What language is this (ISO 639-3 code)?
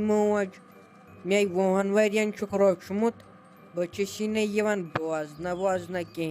kas